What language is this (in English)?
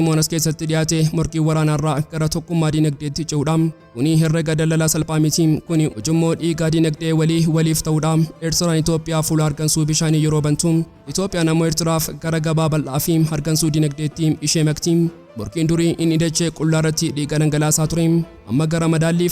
Oromo